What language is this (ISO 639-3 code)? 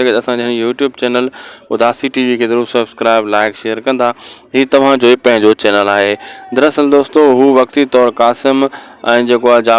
snd